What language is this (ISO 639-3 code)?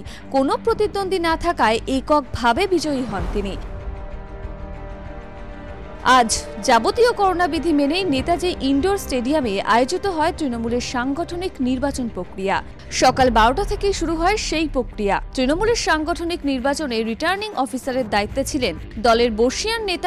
ben